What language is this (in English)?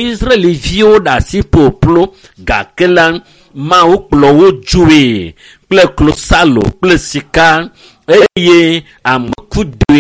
Ewe